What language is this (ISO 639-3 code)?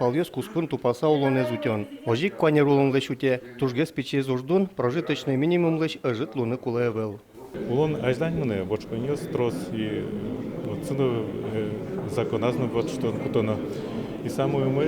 udm